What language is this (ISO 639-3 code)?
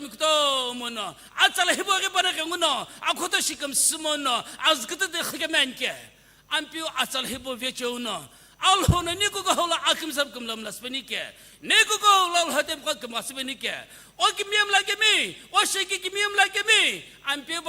nsm